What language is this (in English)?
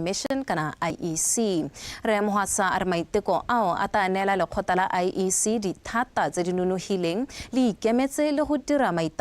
Tswana